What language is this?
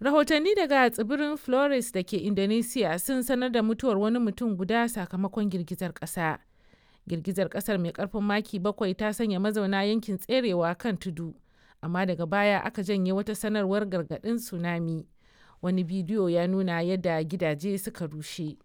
Hausa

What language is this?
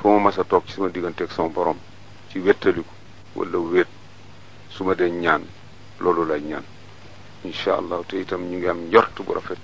Wolof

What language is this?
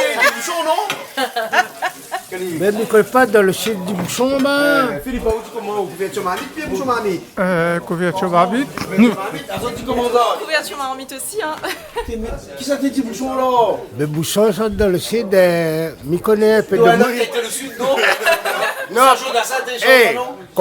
Réunion Creole French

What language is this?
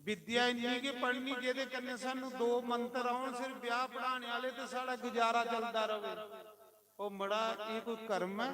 Dogri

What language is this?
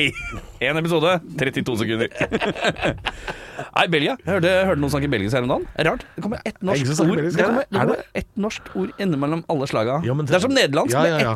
Norwegian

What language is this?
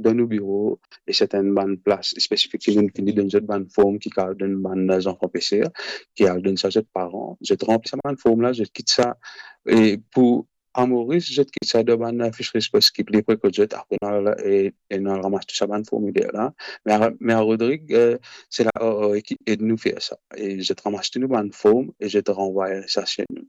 Morisyen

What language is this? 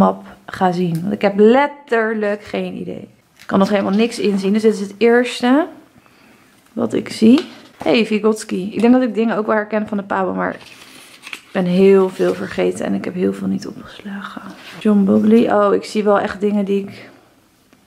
Dutch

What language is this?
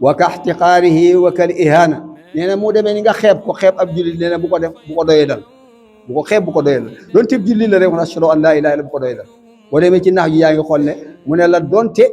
Wolof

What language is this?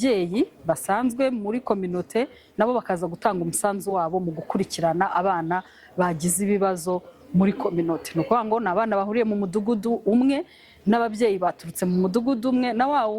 Kinyarwanda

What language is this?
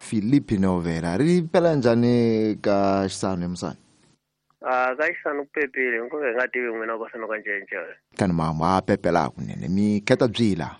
Tsonga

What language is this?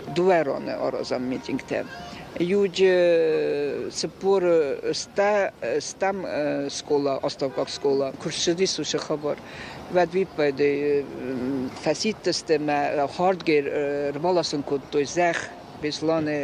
Ossetic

